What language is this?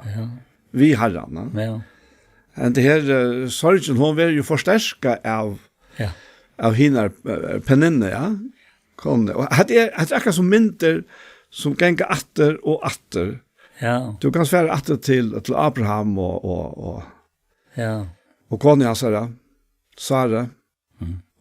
Faroese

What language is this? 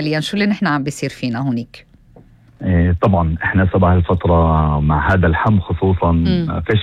North Levantine Arabic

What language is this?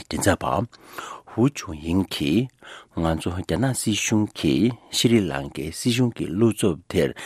Tibetan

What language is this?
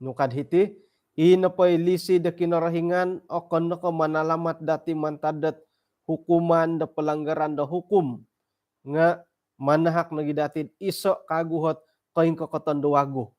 Central Dusun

